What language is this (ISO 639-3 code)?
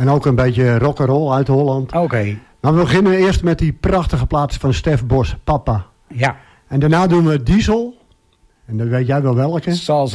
nld